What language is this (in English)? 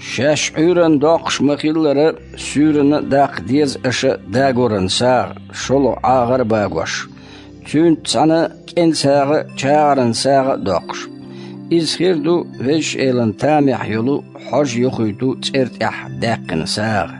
Chechen